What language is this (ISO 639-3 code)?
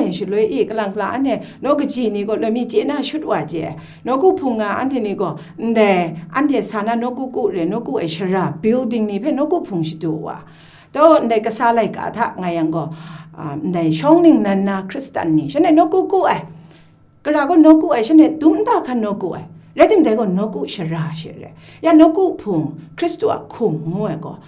kac